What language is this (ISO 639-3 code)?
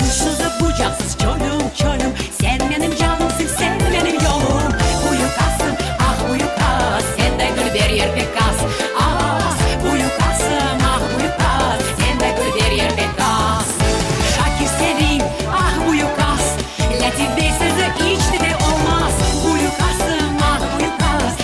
crh